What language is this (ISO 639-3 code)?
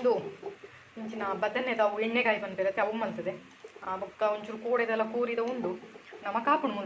tcy